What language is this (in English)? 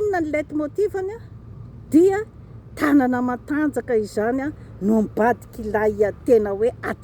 Malagasy